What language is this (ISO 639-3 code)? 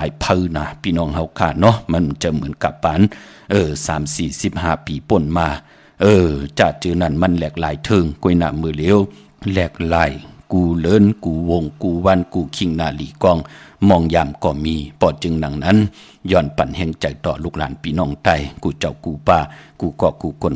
shn